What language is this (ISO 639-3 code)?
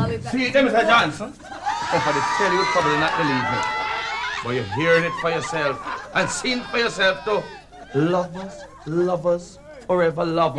jam